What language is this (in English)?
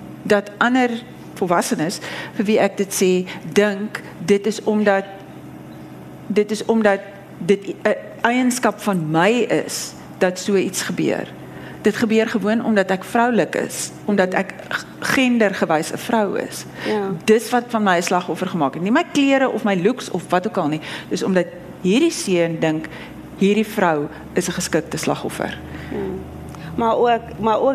Afrikaans